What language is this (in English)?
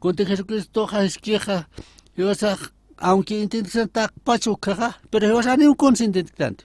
Aymara